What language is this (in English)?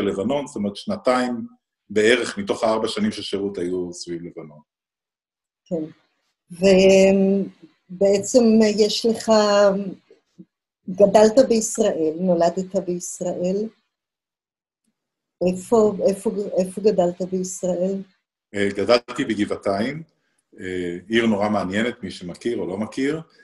Hebrew